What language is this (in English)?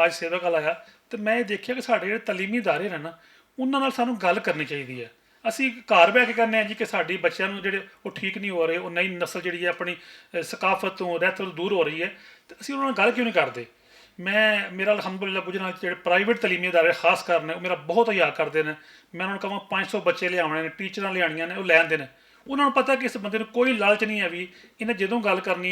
Western Panjabi